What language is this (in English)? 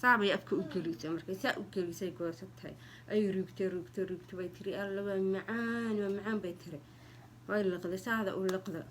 Somali